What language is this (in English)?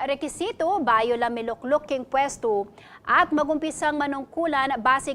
Pampanga